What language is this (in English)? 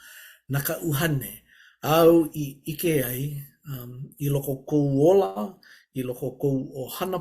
Hawaiian